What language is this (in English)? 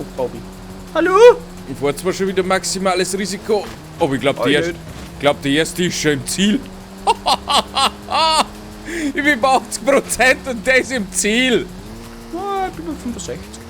Bavarian